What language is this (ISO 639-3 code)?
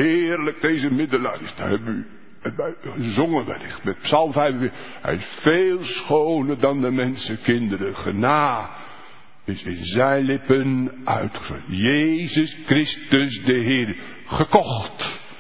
nld